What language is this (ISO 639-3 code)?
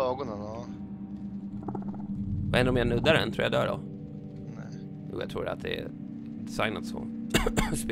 swe